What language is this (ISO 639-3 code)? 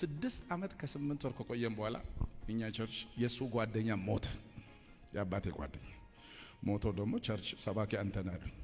amh